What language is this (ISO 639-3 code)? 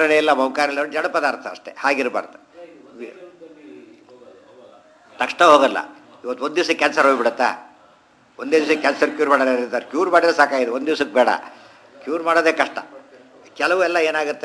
kan